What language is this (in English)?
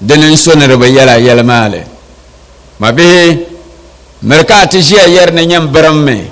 Dagbani